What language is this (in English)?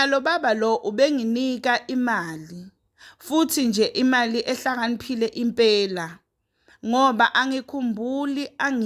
Zulu